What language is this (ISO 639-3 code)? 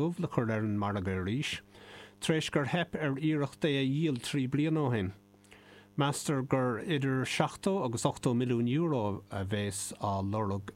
gle